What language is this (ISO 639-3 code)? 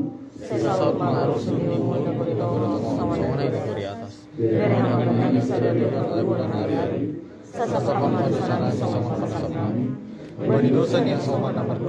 bts